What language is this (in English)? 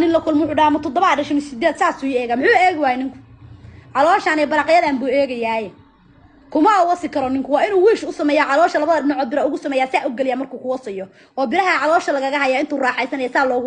Somali